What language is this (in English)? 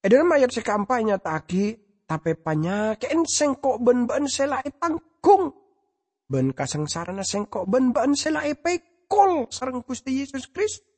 Madurese